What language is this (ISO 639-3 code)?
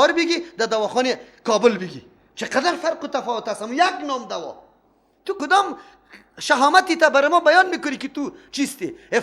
fas